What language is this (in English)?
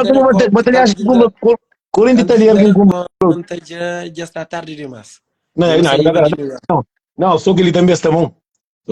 Kabuverdianu